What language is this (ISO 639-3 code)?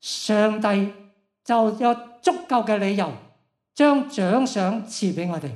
yue